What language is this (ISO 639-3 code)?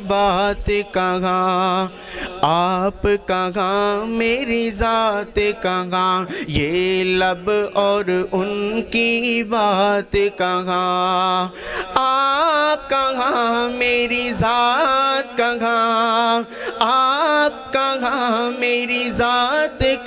urd